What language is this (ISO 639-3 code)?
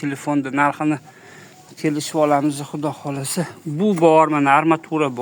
uzb